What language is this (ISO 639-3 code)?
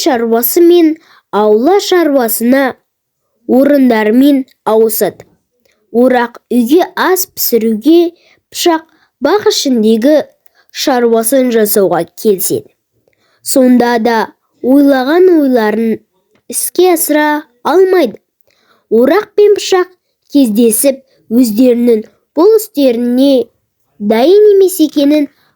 kaz